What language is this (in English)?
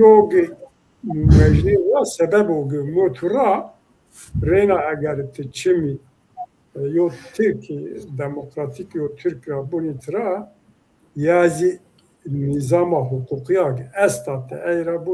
Zaza